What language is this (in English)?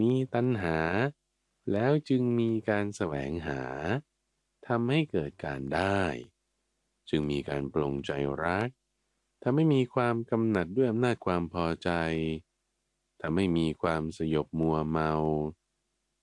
Thai